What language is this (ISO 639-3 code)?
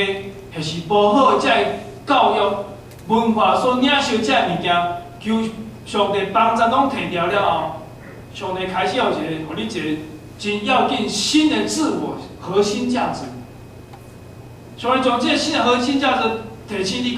nan